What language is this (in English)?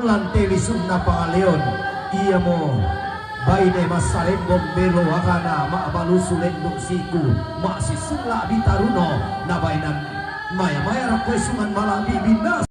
Toraja-Sa'dan